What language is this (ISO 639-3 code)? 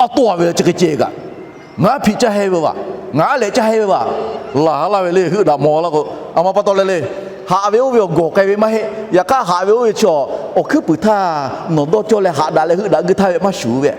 lhu